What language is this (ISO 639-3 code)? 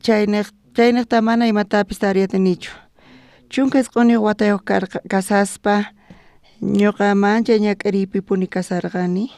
quh